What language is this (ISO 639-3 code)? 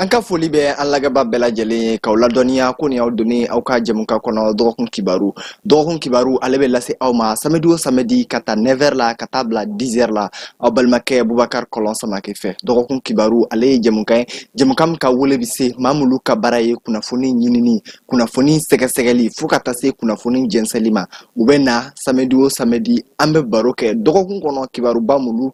bam